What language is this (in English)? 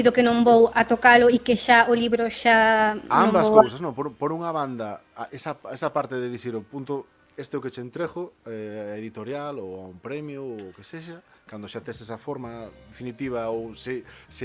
Galician